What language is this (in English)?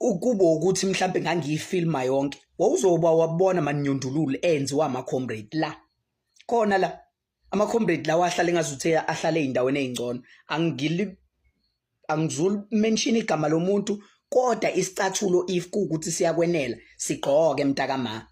Zulu